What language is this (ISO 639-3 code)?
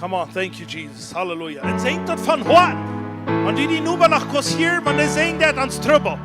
pdt